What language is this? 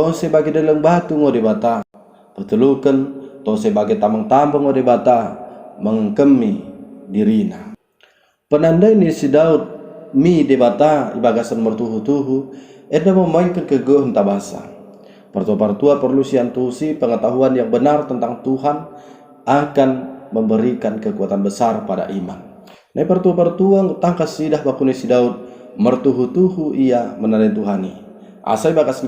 Batak Dairi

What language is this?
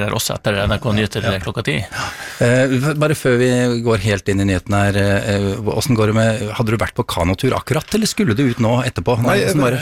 Norwegian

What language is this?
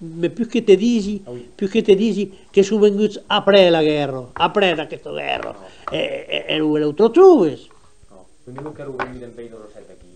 Occitan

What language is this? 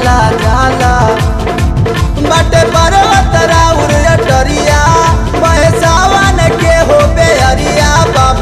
Bhojpuri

